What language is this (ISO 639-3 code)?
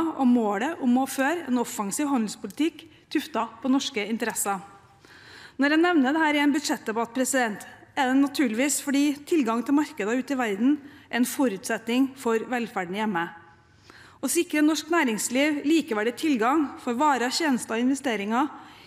nor